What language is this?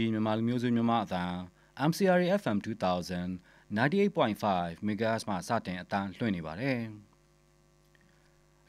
Burmese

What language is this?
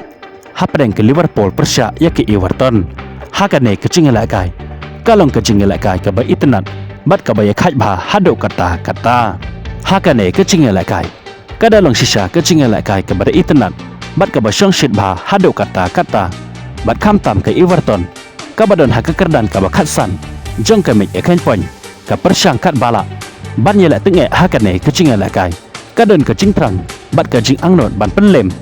Khasi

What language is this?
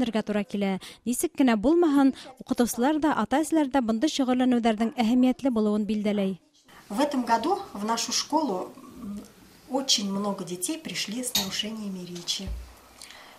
Bashkir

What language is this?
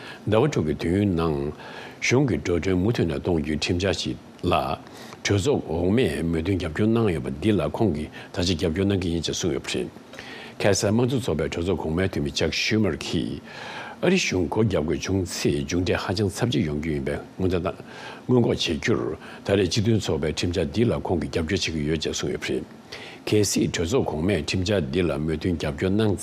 Tibetan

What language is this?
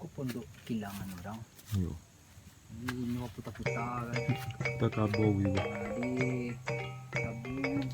Minangkabau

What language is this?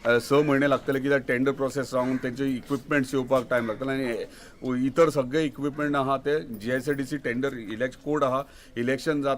Konkani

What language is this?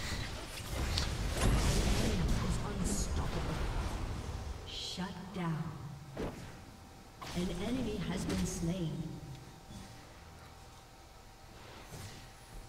German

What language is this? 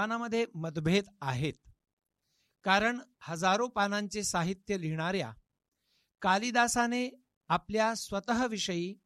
Marathi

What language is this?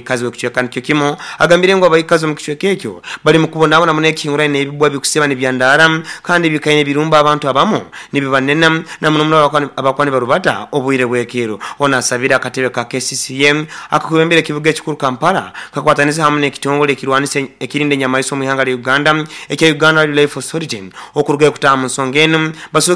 Nyoro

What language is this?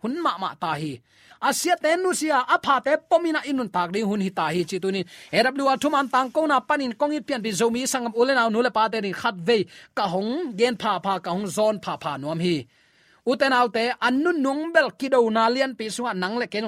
Tedim Chin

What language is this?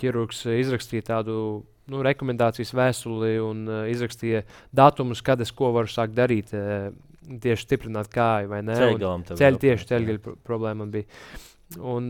Latvian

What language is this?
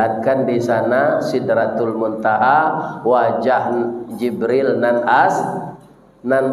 Minangkabau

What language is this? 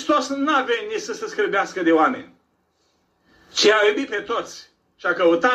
Romanian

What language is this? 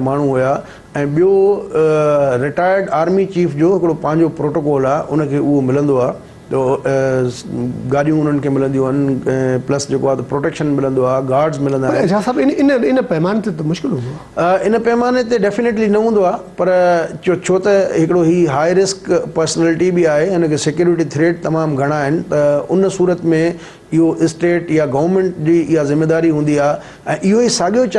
Sindhi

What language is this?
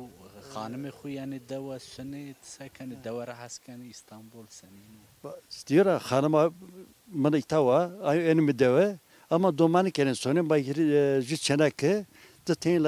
Zaza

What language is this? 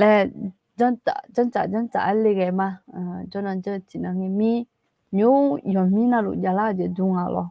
Akha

